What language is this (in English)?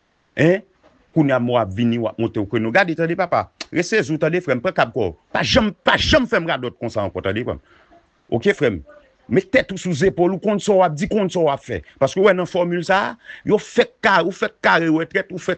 Haitian Creole